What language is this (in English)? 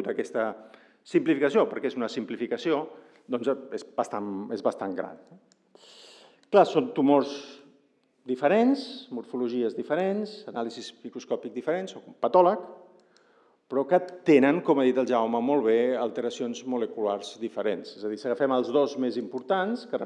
Catalan